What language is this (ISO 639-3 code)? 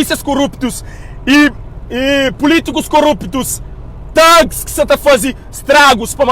kea